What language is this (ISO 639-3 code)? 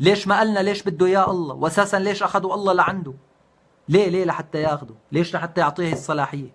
apc